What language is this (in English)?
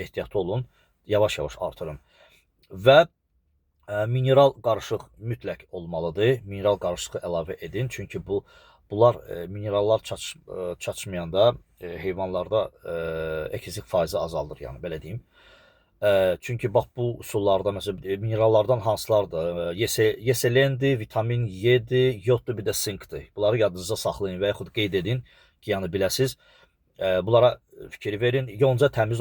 Azerbaijani